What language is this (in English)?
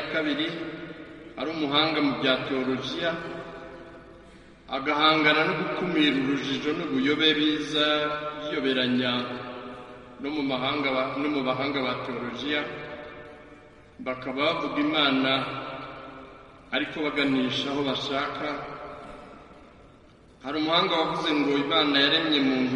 Kinyarwanda